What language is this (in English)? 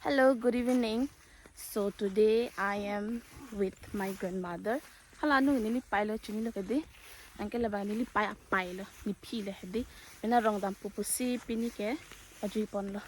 Karbi